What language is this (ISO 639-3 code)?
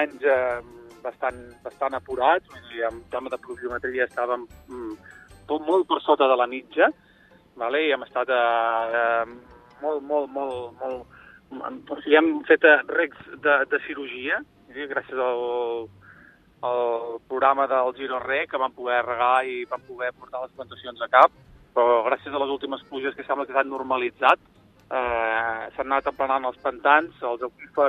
cat